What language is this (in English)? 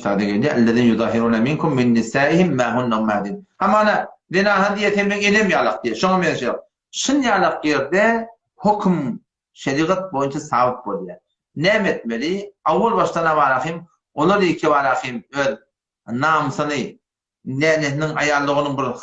Turkmen